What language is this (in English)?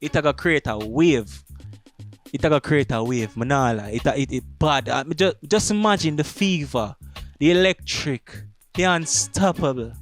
Jamaican Creole English